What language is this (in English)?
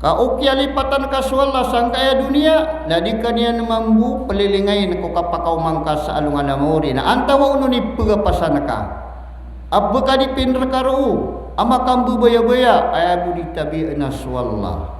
Maranao